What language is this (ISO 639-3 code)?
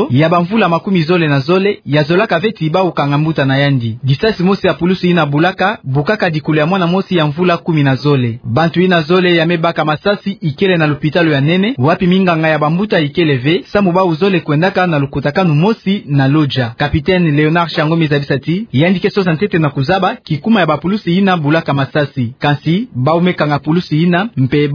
ktu